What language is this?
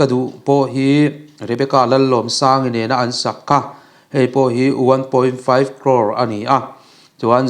Mizo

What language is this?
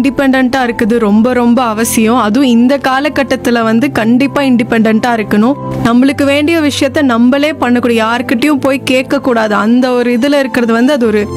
Tamil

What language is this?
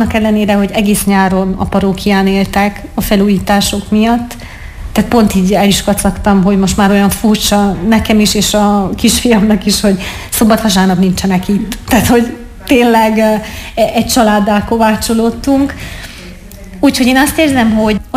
Hungarian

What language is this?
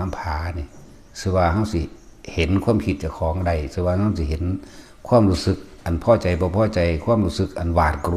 Northeastern Thai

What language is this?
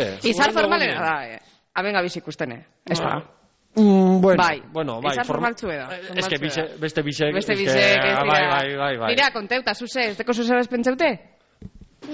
Basque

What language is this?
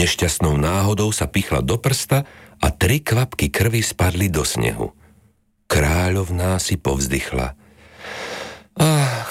Slovak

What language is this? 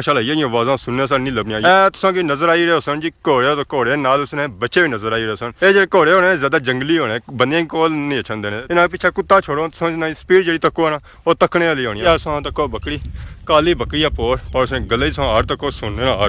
Pahari-Potwari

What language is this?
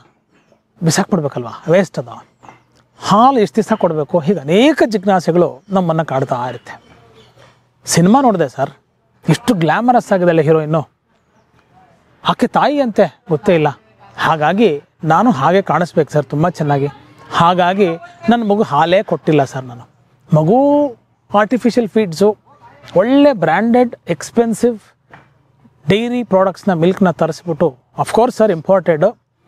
Kannada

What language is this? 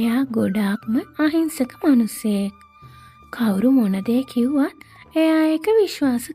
Sinhala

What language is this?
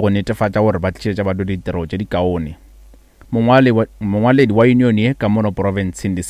Northern Sotho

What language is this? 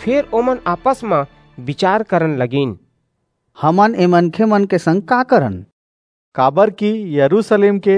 Chhattisgarhi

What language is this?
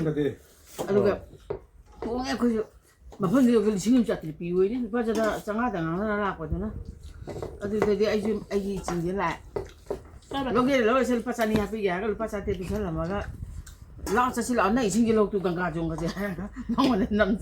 Manipuri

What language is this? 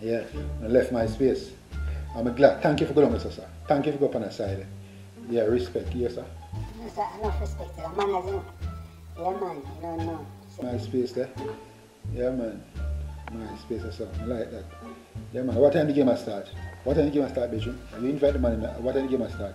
Jamaican Creole English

